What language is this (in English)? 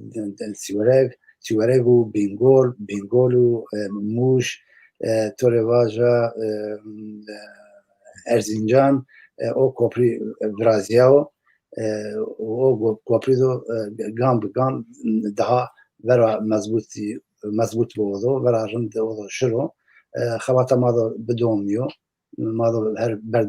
Zaza